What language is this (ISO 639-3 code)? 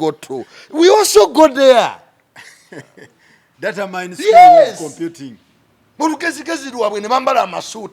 lug